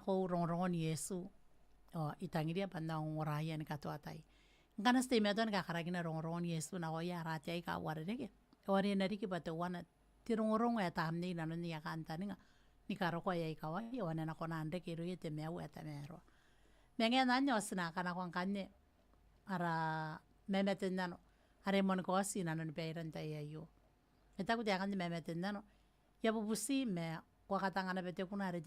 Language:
Gilbertese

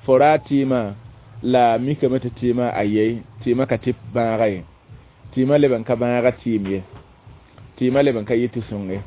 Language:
Mossi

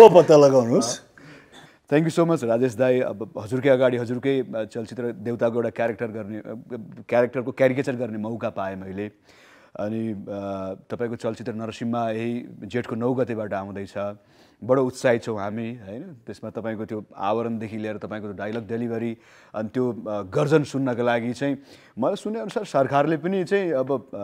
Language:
Nepali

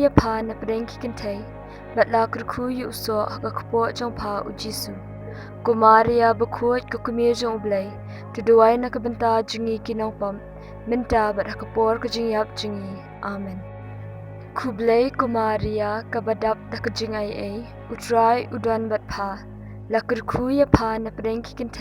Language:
Khasi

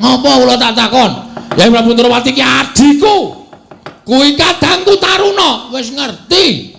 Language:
Javanese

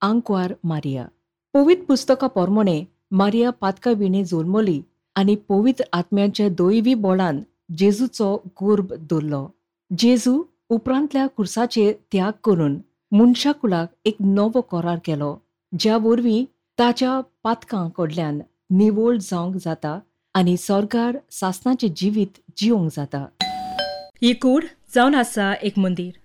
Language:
Konkani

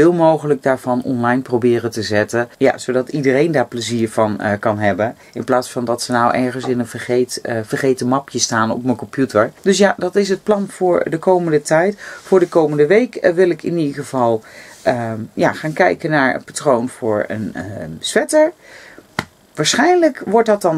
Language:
Dutch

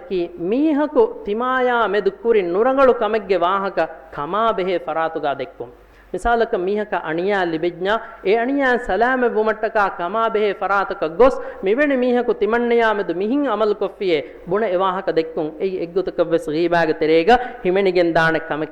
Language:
Divehi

